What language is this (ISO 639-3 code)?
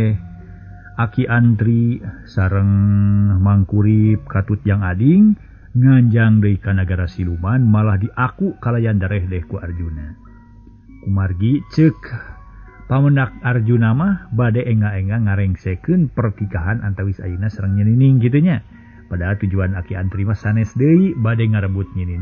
sun